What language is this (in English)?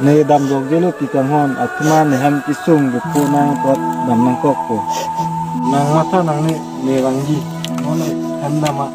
Karbi